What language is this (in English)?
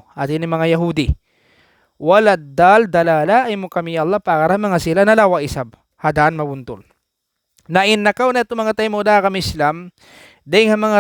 Tausug